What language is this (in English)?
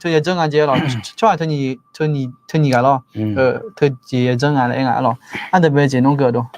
Akha